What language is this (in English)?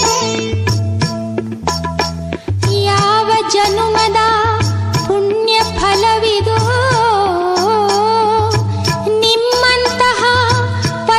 Kannada